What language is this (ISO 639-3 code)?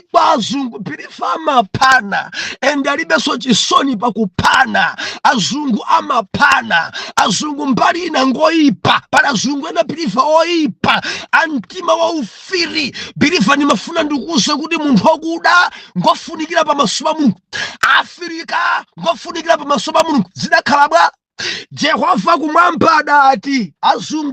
nya